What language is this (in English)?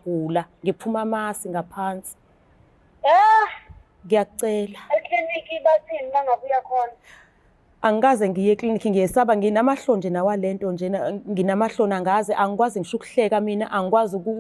Zulu